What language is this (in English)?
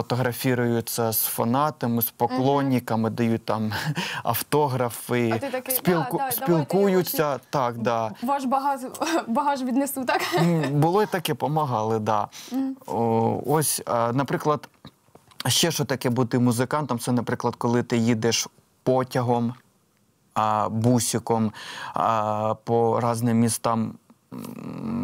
Ukrainian